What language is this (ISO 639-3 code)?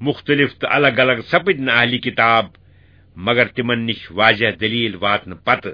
kas